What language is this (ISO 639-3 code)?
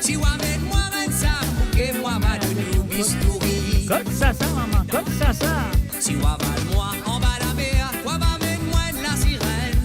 mfe